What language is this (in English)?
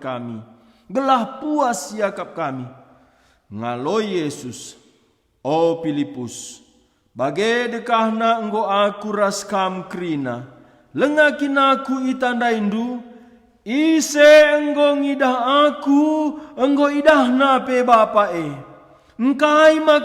Batak Karo